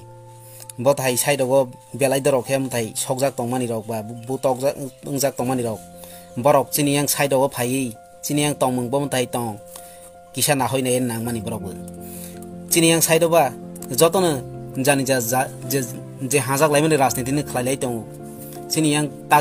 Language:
Kok Borok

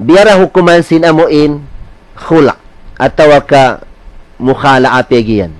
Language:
Tausug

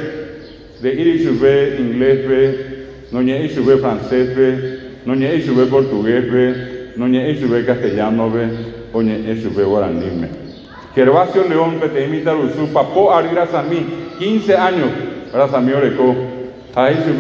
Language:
Guarani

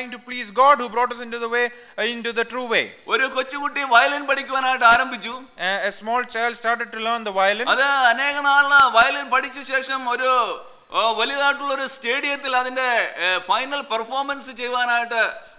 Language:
Malayalam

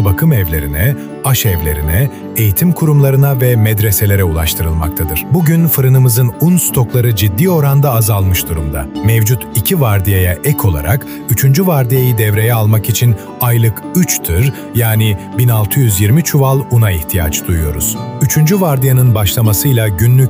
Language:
Turkish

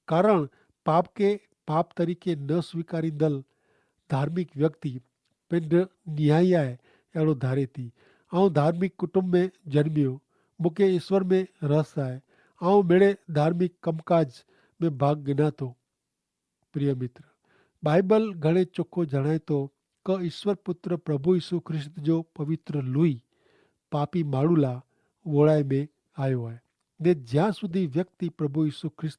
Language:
Kachhi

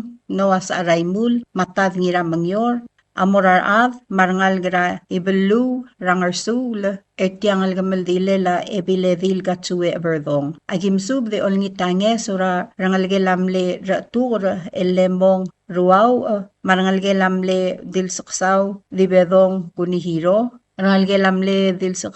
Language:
Palauan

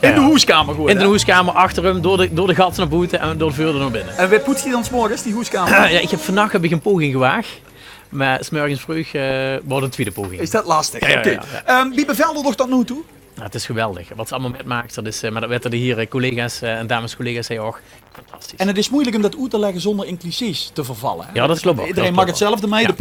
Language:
Limburgish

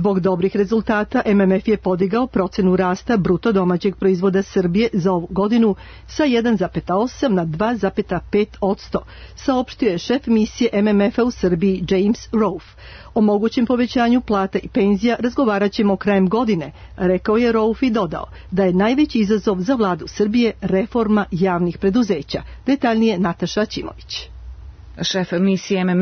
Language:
Serbian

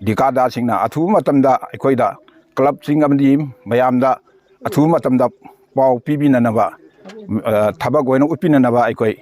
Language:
Manipuri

